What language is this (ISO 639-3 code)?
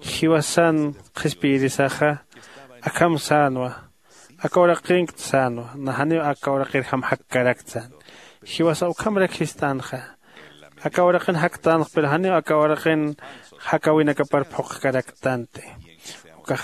aym